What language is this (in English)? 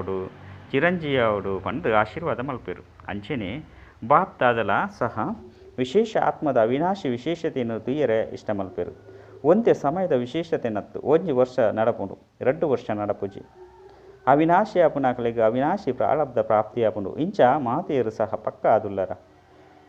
Tulu